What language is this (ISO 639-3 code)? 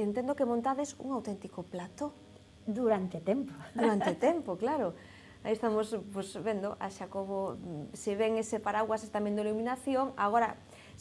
glg